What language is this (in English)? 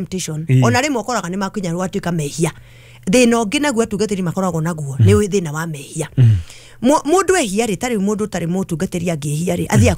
Kikuyu